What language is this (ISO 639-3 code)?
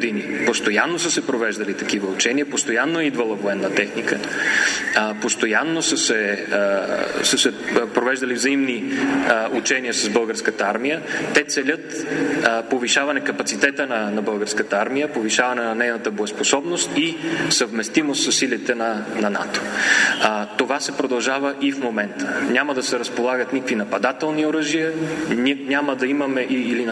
bul